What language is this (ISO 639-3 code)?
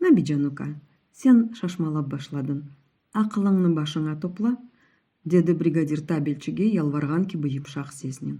crh